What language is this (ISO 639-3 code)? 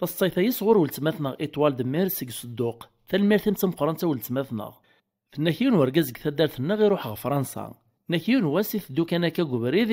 kab